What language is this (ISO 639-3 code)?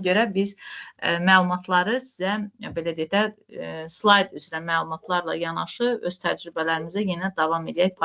aze